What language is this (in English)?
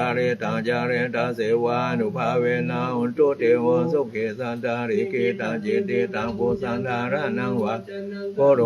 Pali